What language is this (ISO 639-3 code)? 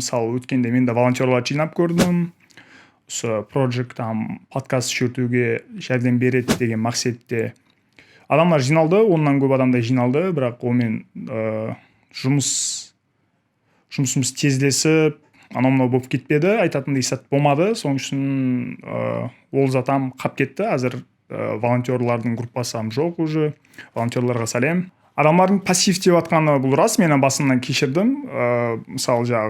kaa